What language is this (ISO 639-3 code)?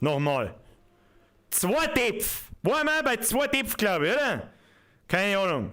bar